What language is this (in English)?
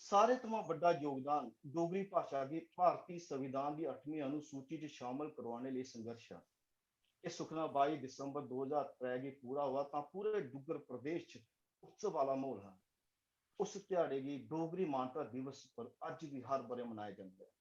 Dogri